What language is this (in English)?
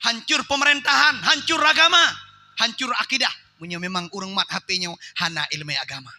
Achinese